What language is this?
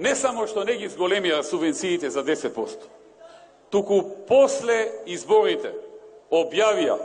Macedonian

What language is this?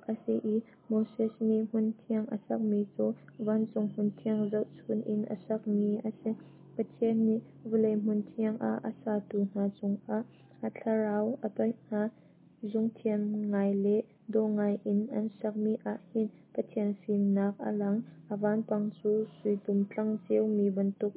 Hakha Chin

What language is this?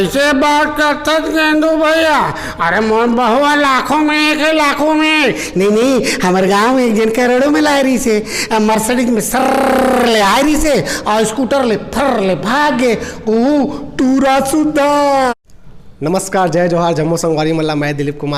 Chhattisgarhi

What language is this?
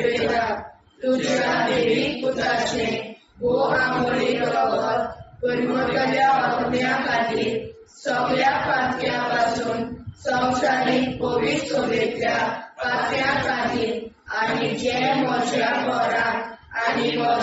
Konkani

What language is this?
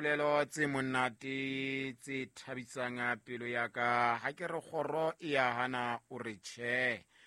Southern Sotho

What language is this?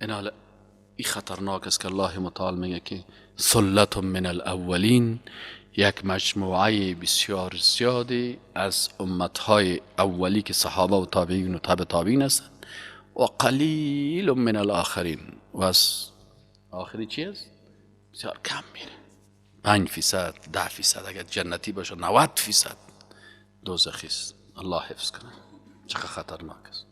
Persian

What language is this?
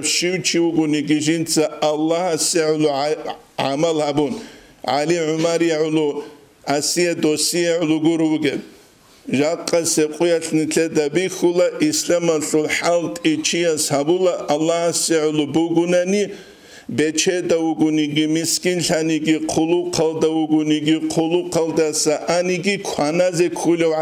Avaric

